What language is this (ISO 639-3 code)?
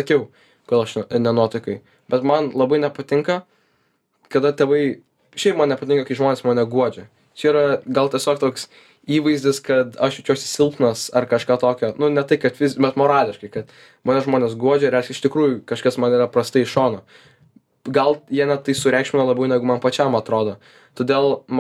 lit